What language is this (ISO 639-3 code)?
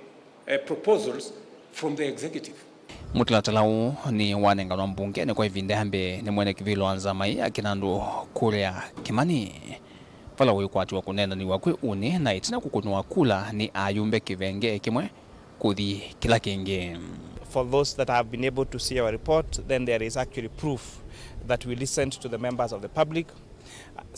kam